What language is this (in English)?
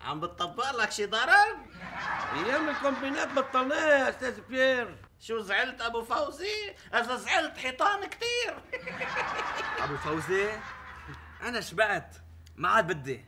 North Levantine Arabic